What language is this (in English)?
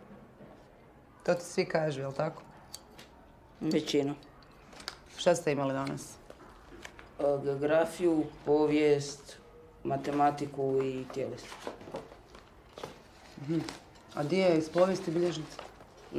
Croatian